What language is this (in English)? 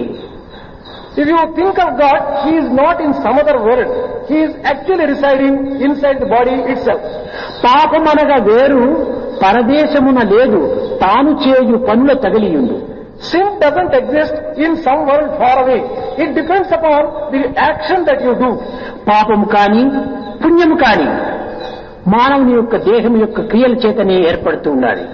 Telugu